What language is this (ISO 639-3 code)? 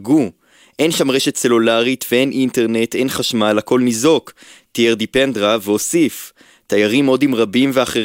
heb